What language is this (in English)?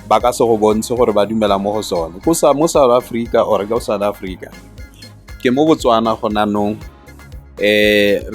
Tswana